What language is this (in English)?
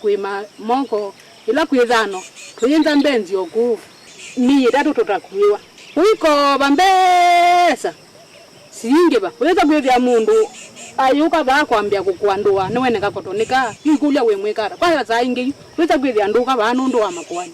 Kamba